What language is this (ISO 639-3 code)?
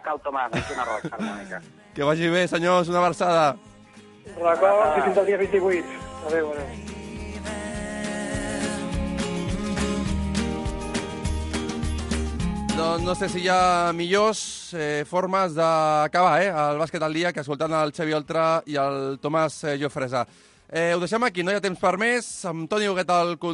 cat